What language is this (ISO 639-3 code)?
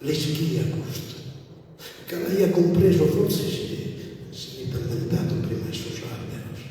srd